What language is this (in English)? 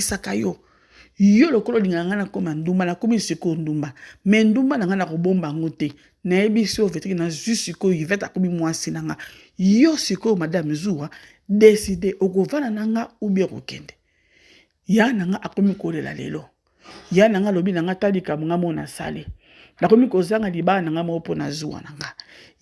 Lingala